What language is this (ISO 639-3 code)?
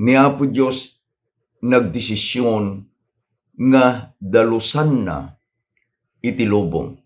ilo